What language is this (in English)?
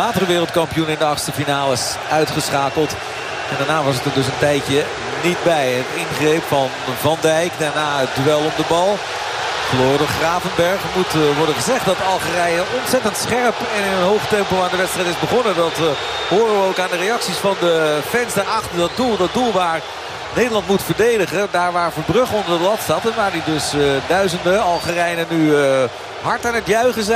Dutch